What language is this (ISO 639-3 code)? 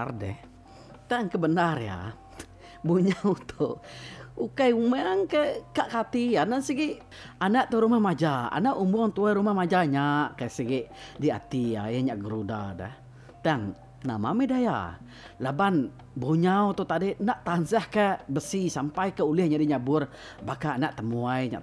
iba